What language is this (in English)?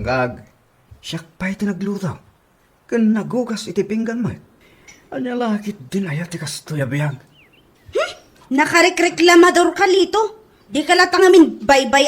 Iloko